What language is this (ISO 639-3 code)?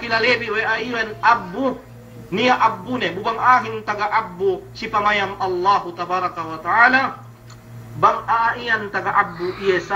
yka